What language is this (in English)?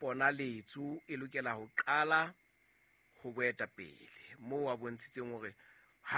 Southern Sotho